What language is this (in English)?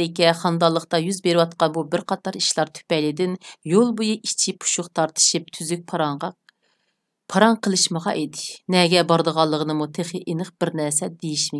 Uyghur